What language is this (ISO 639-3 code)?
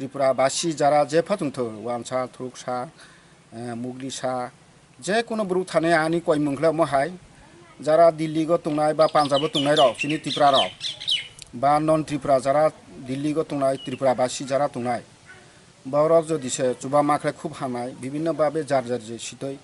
trp